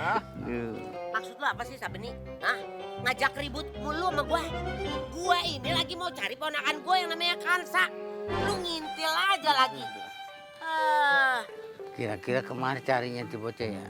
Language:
Betawi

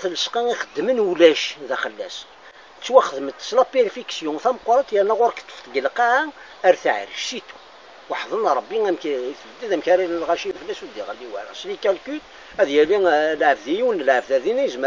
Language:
Kabyle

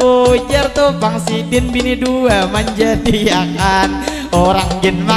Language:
Banjar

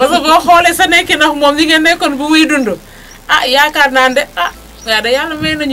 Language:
Wolof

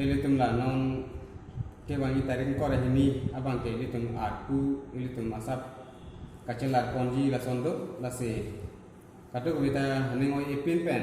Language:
Karbi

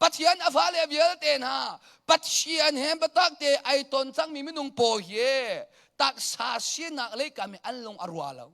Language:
Hakha Chin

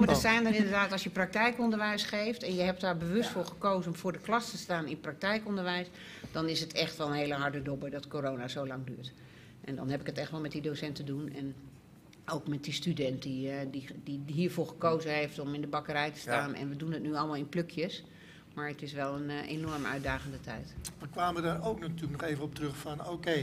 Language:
Dutch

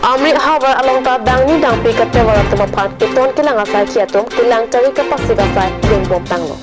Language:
Karbi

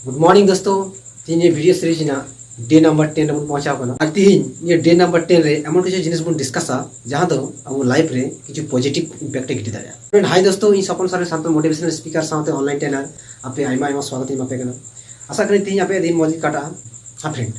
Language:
Santali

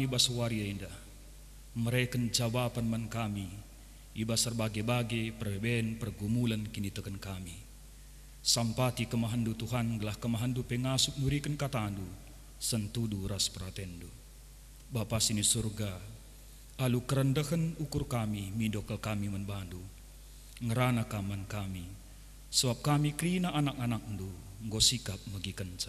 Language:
Batak Karo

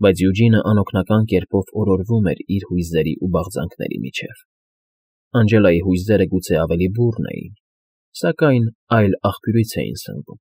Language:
Armenian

